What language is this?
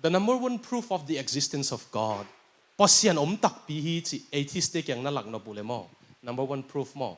Tedim Chin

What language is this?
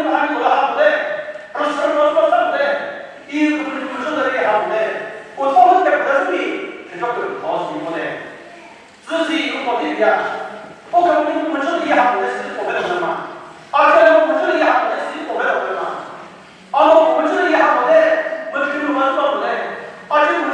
Chokri Naga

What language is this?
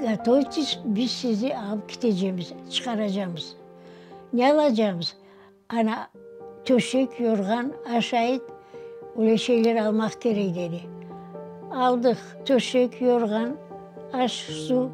Crimean Tatar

